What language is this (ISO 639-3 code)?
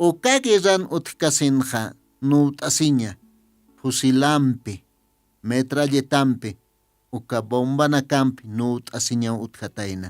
aym